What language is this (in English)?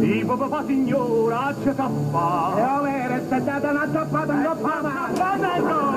Neapolitan